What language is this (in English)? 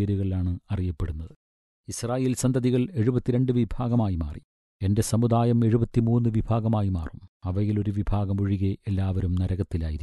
Malayalam